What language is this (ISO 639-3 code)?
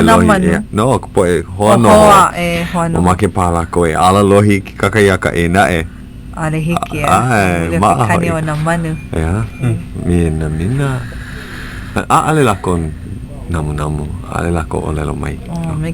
haw